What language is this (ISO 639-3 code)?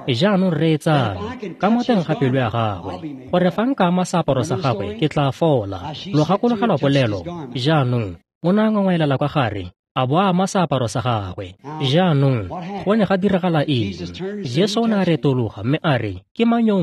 tsn